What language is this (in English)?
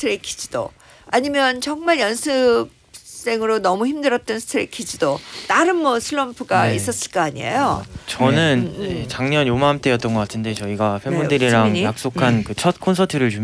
Korean